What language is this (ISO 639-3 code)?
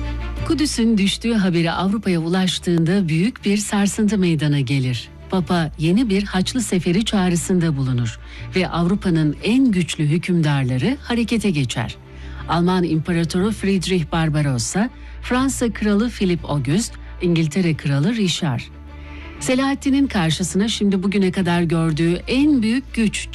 tur